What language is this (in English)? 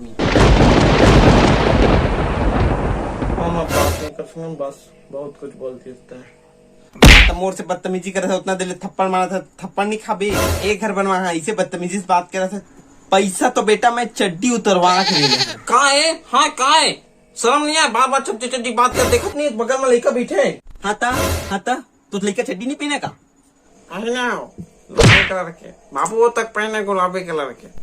Chhattisgarhi